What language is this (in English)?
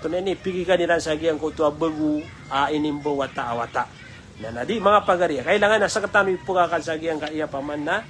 Maranao